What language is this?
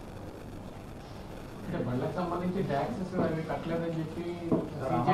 Telugu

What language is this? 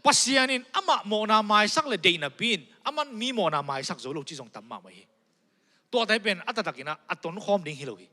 Tedim Chin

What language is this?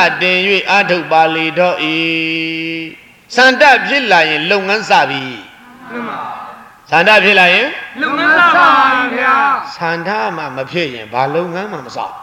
Burmese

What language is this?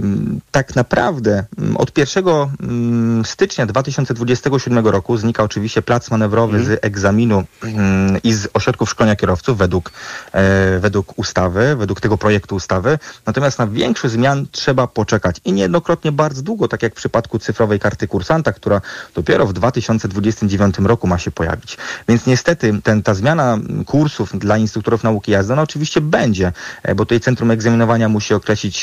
Polish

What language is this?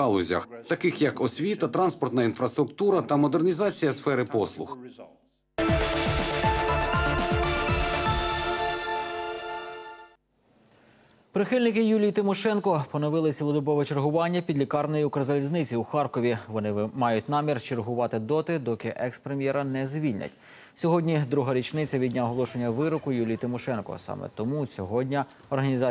Ukrainian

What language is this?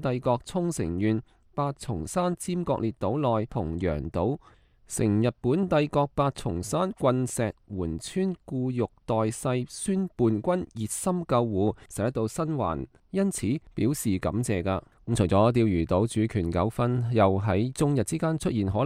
Cantonese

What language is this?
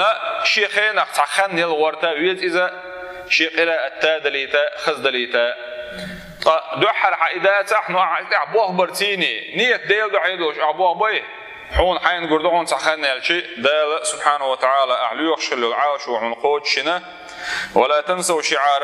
Chechen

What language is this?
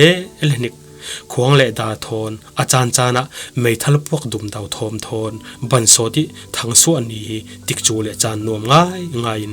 Falam Chin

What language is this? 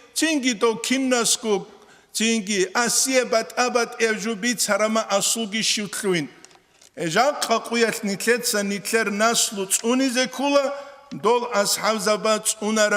Avaric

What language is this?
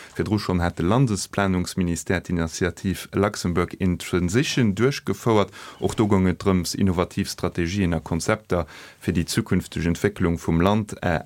Luxembourgish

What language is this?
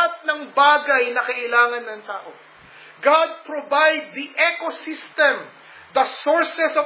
Filipino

